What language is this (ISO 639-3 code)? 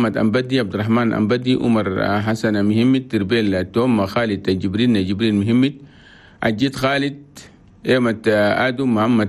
shu